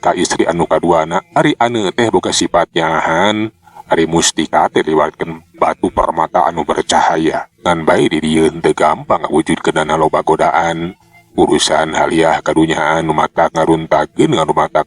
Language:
Sundanese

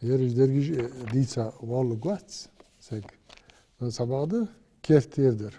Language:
Ingush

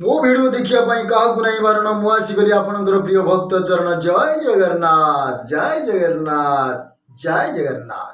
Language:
Odia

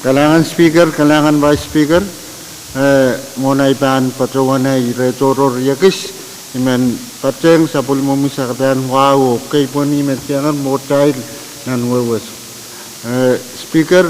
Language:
Pohnpeian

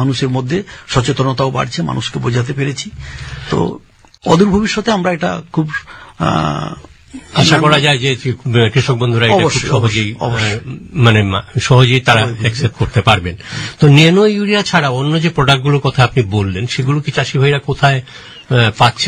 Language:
Bangla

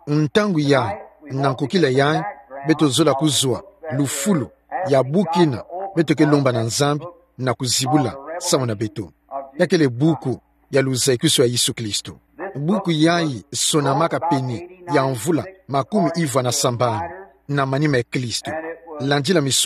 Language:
Kituba (Democratic Republic of Congo)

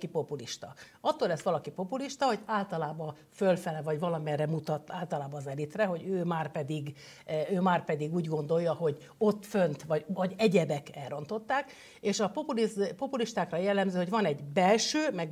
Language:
Hungarian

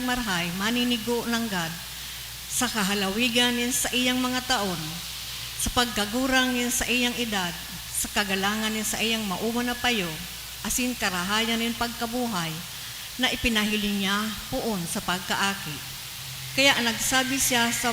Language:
Bikol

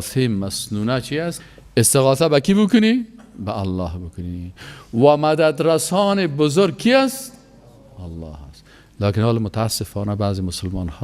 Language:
Persian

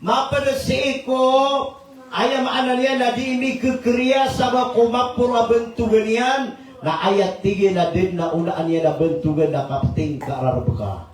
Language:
Maranao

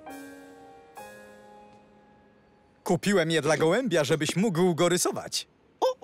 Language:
Polish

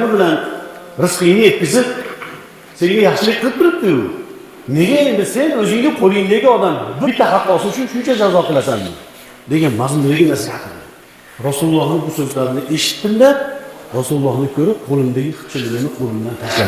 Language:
Uzbek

